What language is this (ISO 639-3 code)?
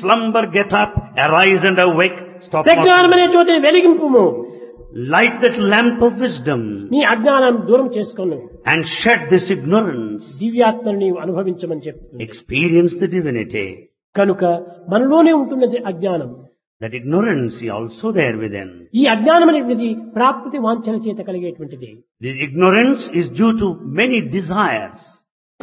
tel